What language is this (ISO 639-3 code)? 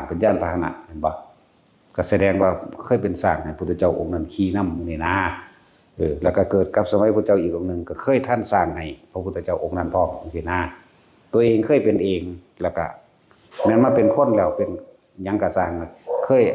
lao